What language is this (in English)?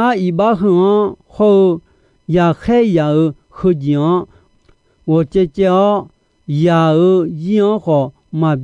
Akha